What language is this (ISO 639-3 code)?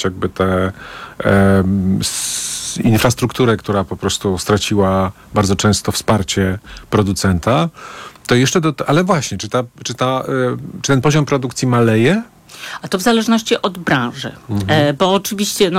pol